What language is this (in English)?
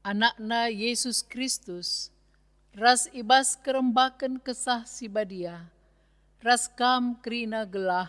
Batak Karo